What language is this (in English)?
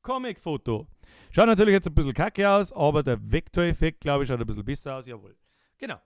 Bavarian